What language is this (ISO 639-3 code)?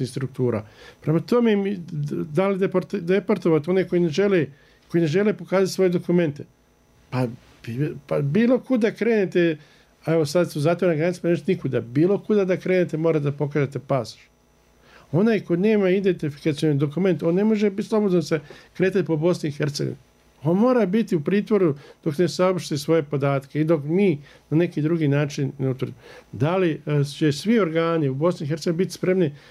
bos